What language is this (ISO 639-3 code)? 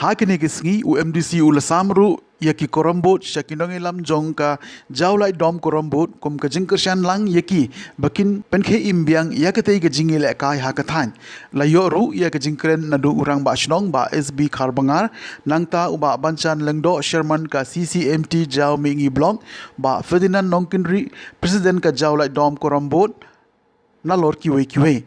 kha